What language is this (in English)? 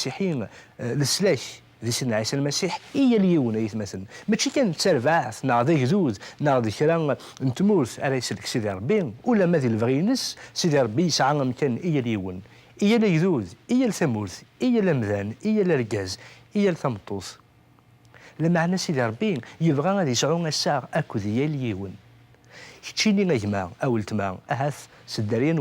Kabyle